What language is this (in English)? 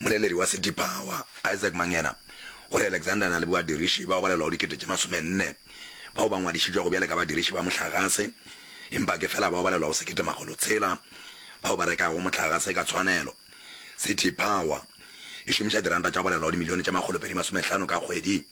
Northern Sotho